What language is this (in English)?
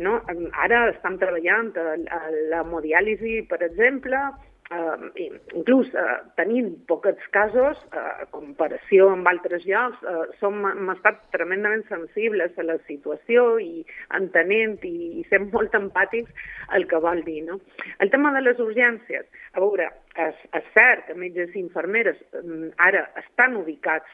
Catalan